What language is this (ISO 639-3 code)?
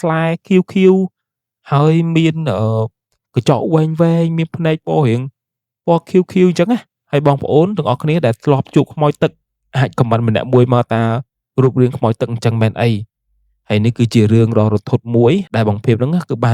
khm